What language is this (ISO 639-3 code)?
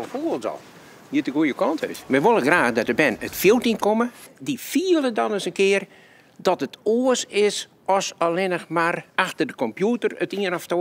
fry